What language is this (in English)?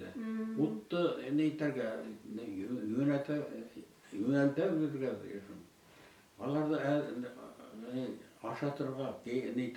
Bashkir